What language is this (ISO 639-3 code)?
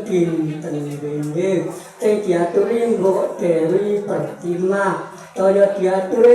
jav